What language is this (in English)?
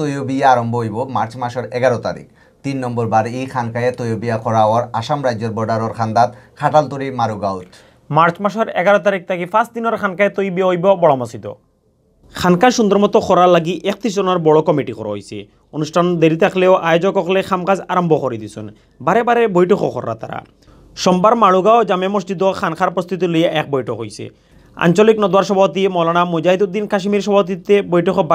Sylheti